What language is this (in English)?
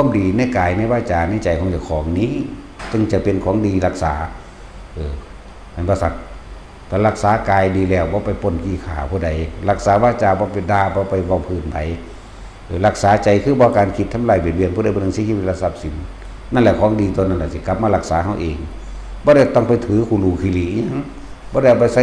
Northeastern Thai